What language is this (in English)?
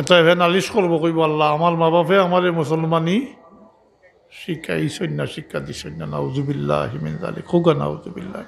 Sylheti